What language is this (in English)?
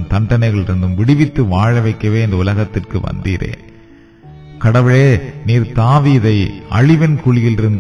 Tamil